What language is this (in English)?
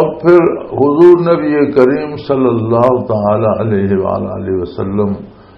Western Panjabi